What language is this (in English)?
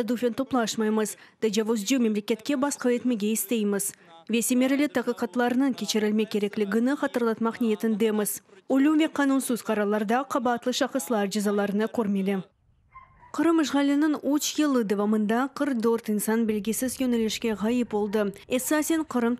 Crimean Tatar